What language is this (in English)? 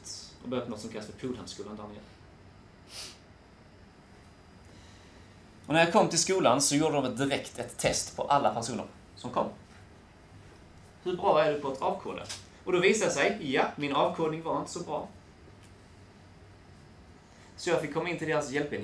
Swedish